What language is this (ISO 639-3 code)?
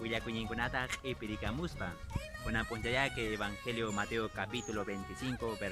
que